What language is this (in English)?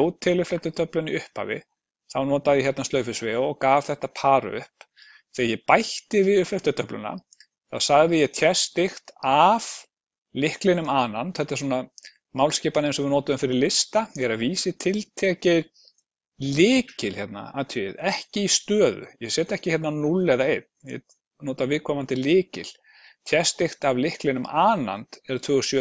Icelandic